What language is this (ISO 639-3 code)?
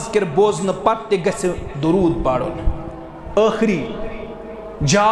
kas